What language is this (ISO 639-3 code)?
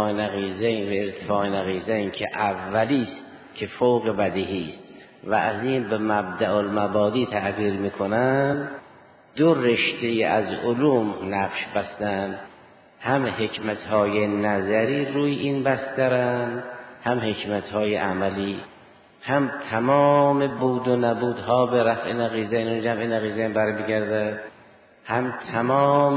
fas